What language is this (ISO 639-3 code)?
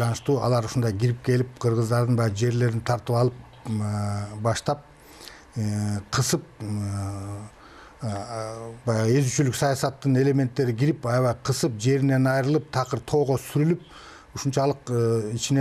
kir